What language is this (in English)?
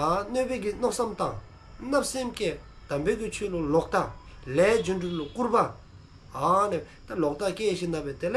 Dzongkha